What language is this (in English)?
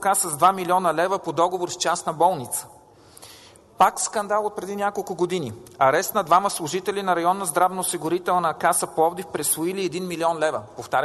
Bulgarian